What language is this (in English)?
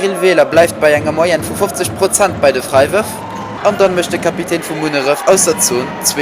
Luxembourgish